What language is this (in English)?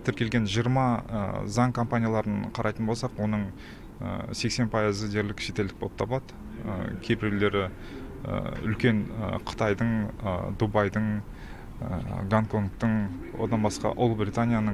Kazakh